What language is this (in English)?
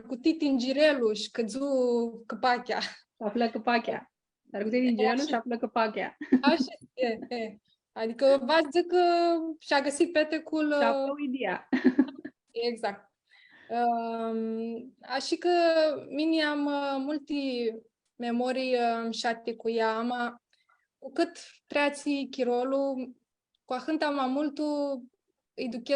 Aromanian